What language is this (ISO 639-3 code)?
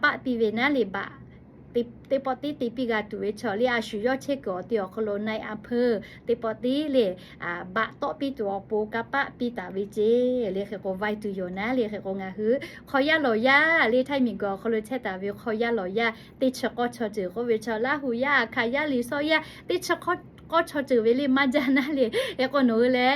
lhu